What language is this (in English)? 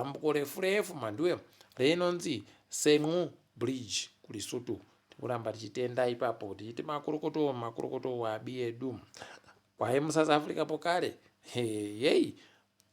Ndau